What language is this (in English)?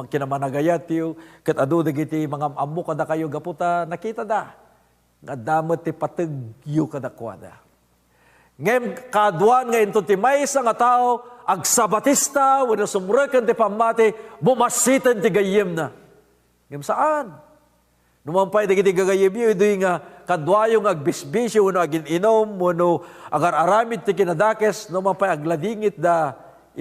Iloko